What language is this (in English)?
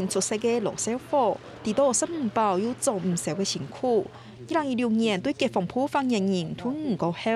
Hakka Chinese